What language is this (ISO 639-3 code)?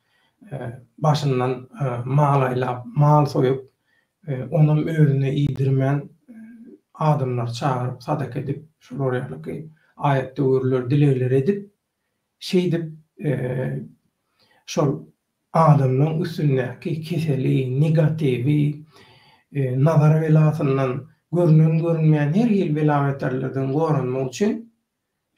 tuk